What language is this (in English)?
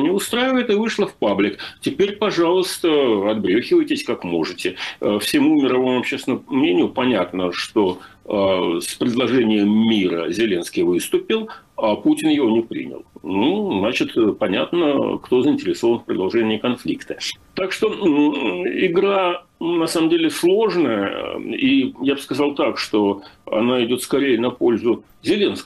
Russian